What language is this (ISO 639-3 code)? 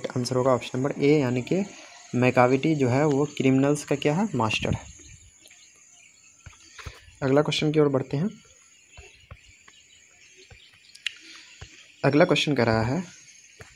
hin